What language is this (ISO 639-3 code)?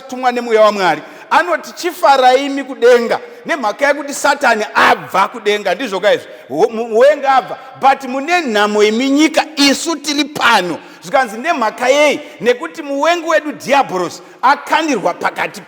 sna